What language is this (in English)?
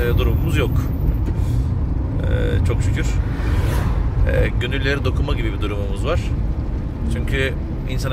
Turkish